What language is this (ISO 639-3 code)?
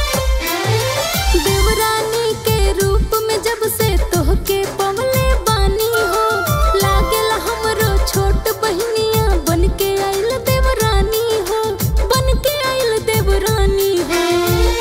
bho